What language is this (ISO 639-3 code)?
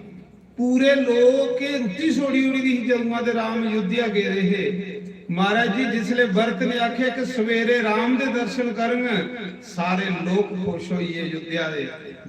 doi